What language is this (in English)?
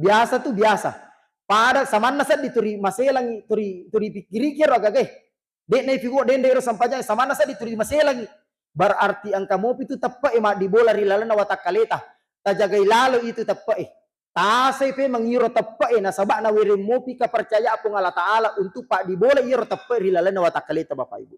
Buginese